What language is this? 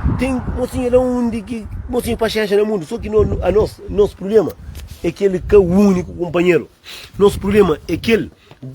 Kabuverdianu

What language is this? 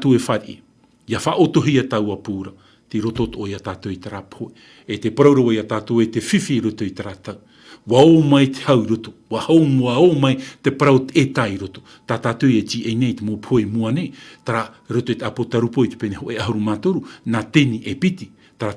Tahitian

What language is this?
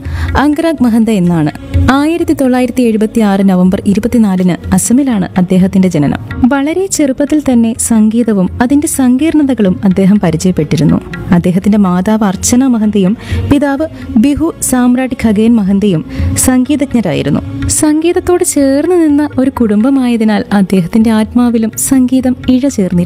Malayalam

